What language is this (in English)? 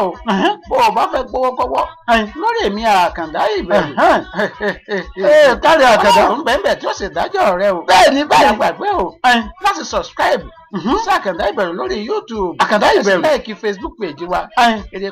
Yoruba